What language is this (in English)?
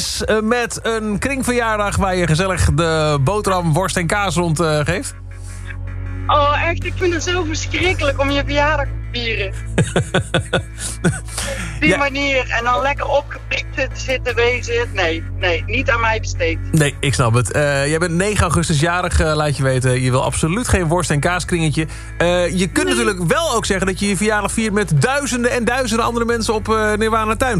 Dutch